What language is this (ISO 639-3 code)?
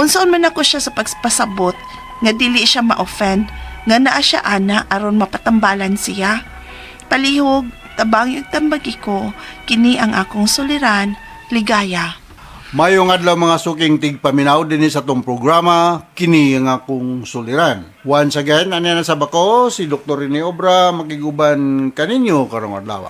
ceb